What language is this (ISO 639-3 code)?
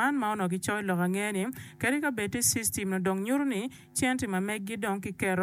ach